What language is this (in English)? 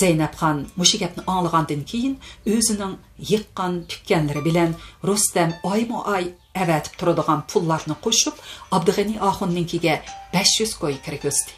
Uyghur